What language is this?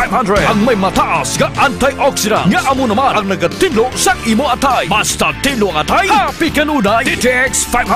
Hiligaynon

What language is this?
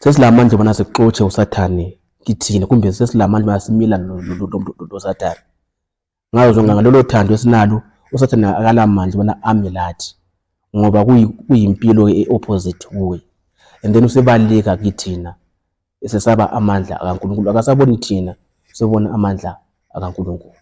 Zulu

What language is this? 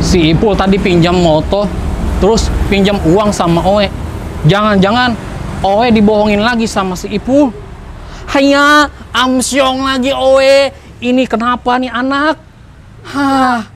Banjar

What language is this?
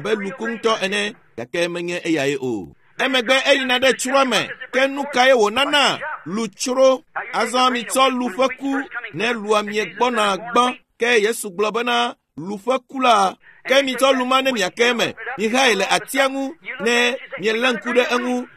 Ewe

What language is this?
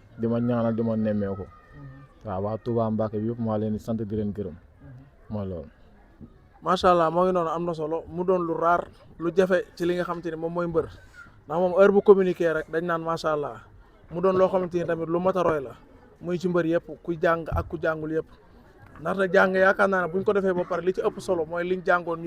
Wolof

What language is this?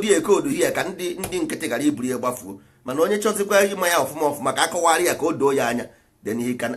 Igbo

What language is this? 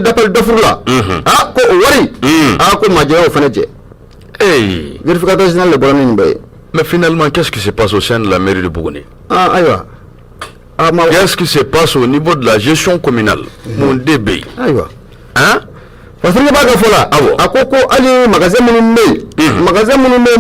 Bambara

